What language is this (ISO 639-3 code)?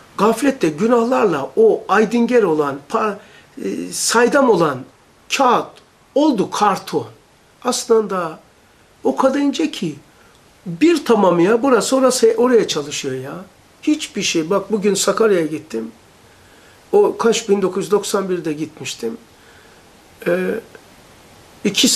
tur